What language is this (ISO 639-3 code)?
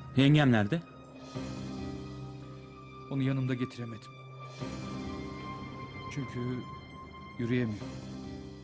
tur